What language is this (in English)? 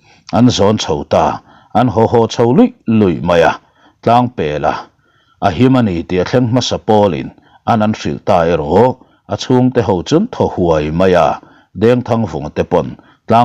Mizo